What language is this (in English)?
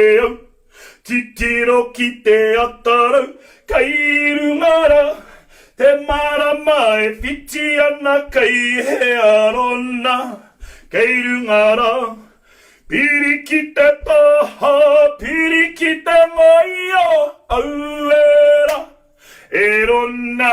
Māori